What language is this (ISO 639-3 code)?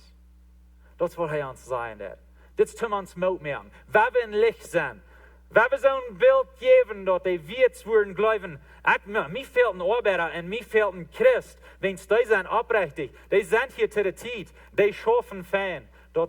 pdt